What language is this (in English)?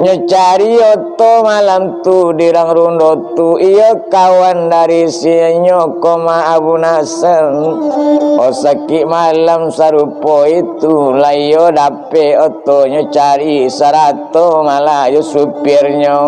Minangkabau